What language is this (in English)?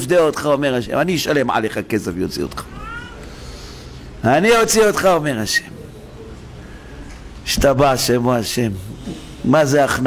Hebrew